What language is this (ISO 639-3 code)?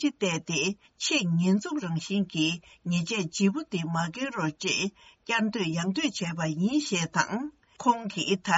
bod